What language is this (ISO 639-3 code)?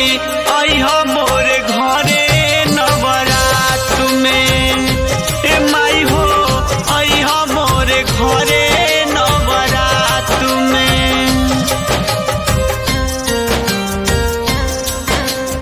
bho